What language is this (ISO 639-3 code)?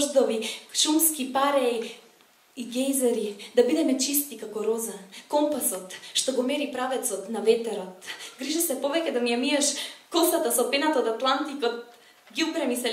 mkd